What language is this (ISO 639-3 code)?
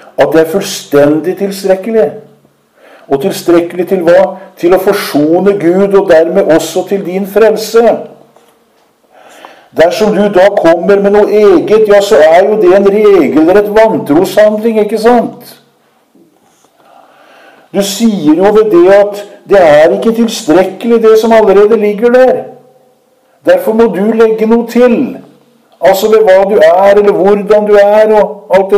nor